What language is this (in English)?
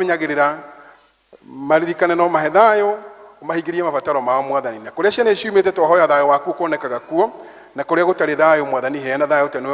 Kikuyu